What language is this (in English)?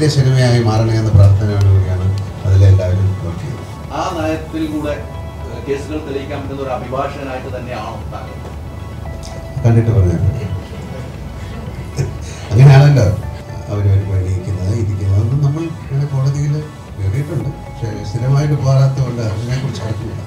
Malayalam